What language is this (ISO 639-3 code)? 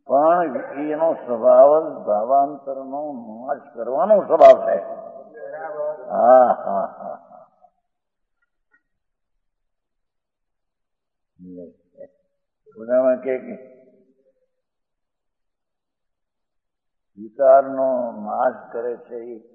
guj